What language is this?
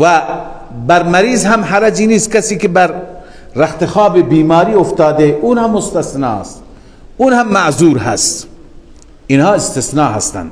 Persian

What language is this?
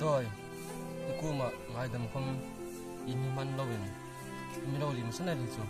Hmar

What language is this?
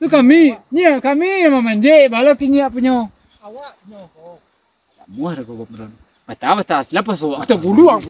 Minangkabau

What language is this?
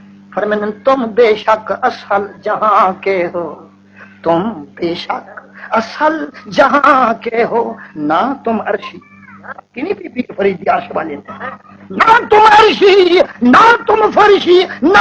Saraiki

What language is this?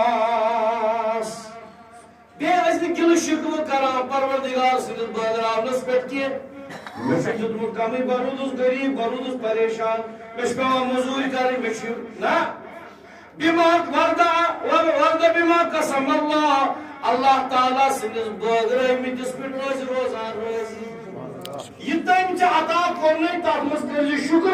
Kashmiri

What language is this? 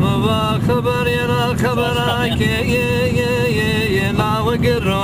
Zaza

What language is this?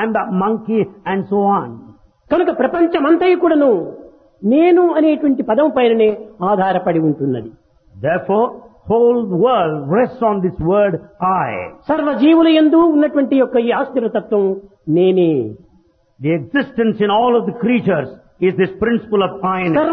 Telugu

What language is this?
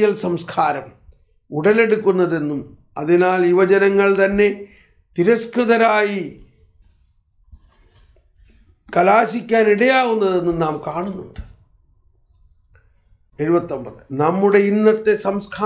Malayalam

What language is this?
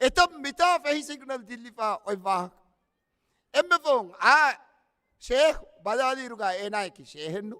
Divehi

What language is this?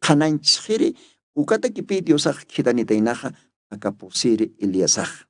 Aymara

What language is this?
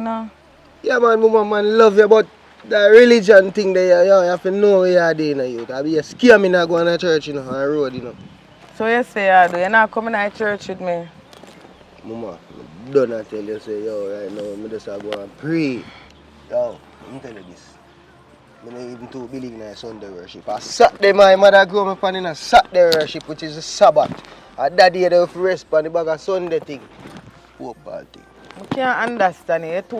Jamaican Creole English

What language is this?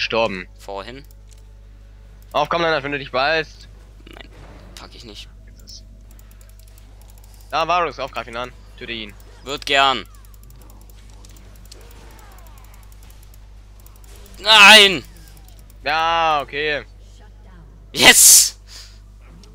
German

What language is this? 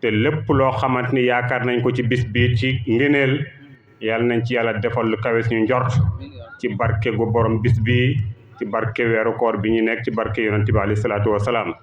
Wolof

